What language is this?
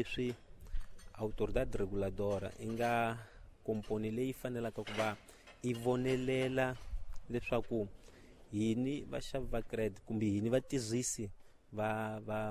Tsonga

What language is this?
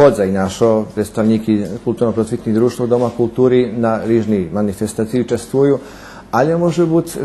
Rusyn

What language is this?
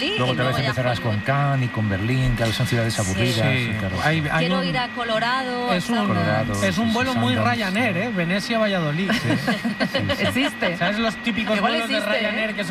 Spanish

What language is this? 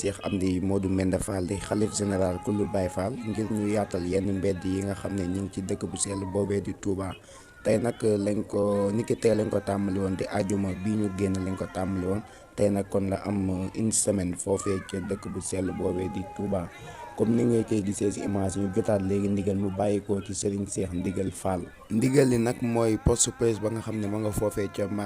Wolof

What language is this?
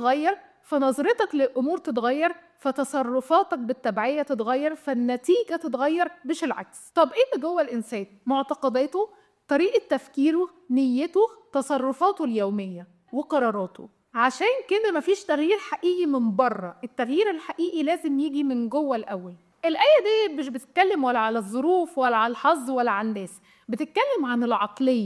Egyptian Arabic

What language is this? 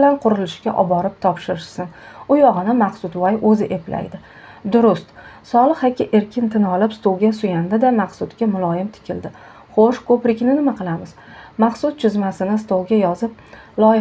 Uzbek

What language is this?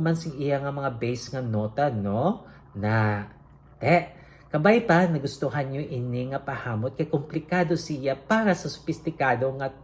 Hiligaynon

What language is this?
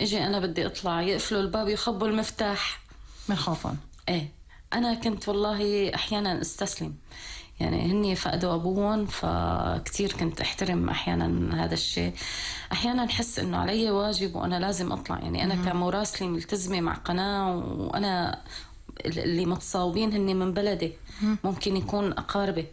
North Levantine Arabic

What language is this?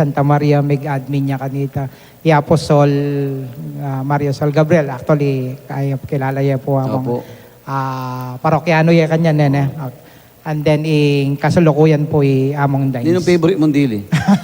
Pampanga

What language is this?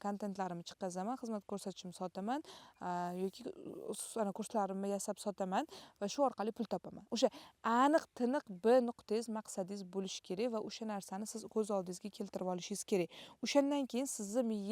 Uzbek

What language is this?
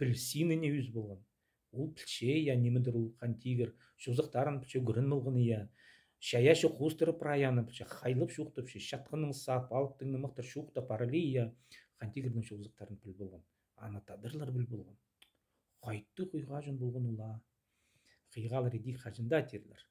Khakas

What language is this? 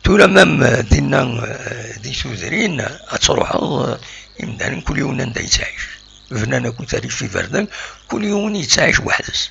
Kabyle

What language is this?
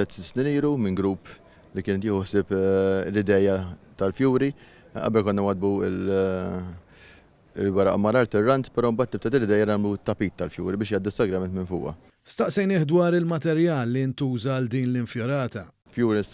Maltese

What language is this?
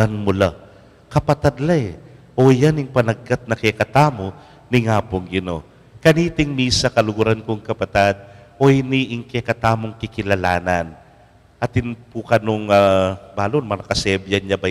Pampanga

